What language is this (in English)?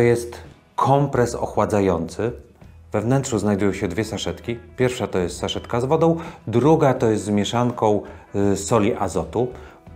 Polish